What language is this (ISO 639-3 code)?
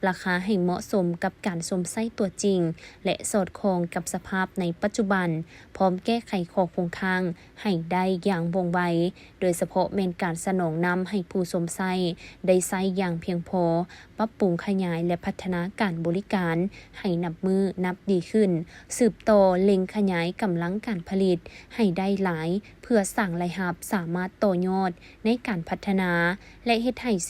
lao